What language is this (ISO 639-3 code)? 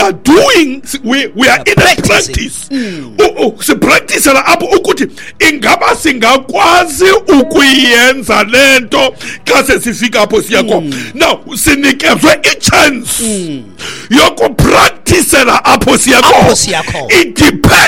xho